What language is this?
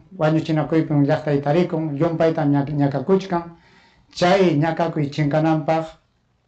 Ayacucho Quechua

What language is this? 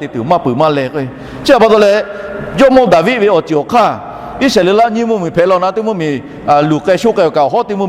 Lahu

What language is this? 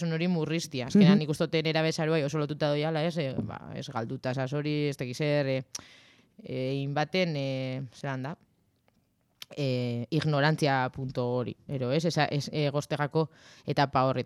Basque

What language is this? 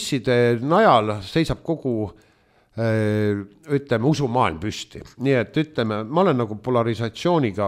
Estonian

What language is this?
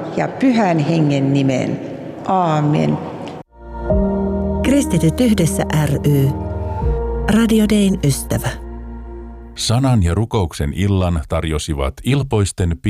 Finnish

